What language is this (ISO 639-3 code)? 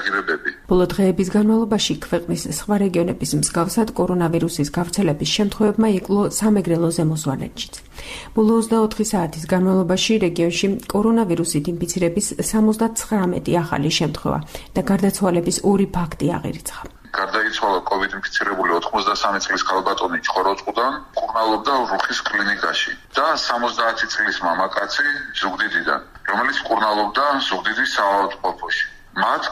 kat